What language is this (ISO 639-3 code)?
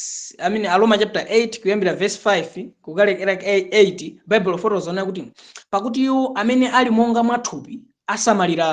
nya